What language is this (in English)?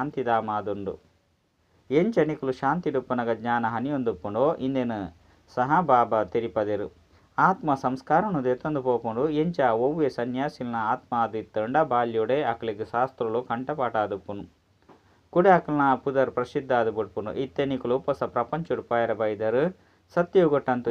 Tulu